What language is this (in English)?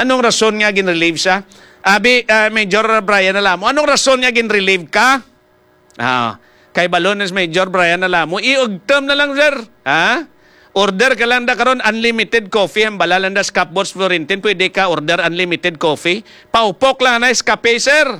Hiligaynon